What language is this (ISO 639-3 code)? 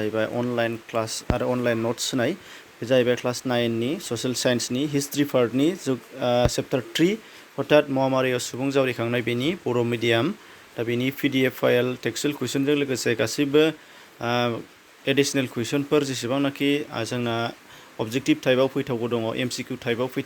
brx